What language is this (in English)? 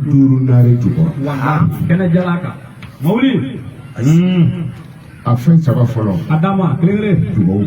Bambara